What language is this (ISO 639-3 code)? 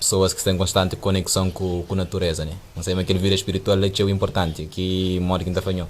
kea